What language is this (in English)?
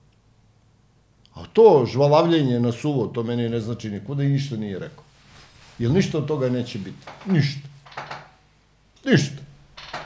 Serbian